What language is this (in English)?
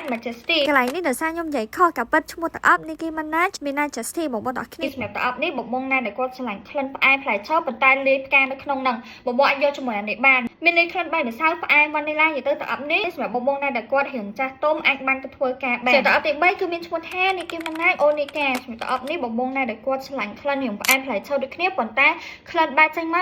Khmer